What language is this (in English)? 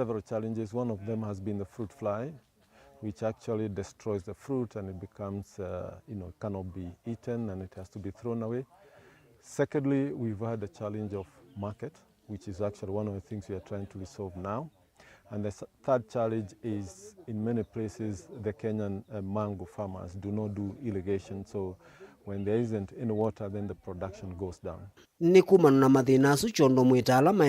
Kamba